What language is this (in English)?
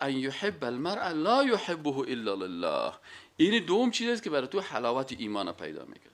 Persian